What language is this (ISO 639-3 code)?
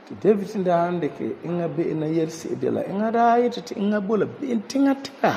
gur